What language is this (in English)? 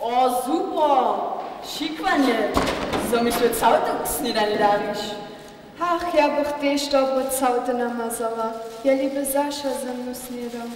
Upper Sorbian